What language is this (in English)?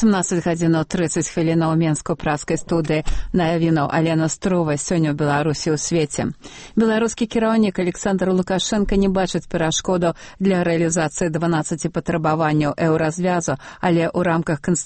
Belarusian